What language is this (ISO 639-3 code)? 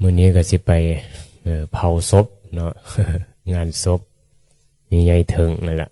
tts